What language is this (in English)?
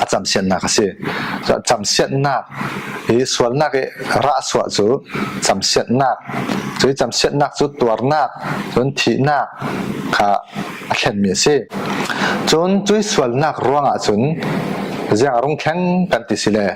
Falam Chin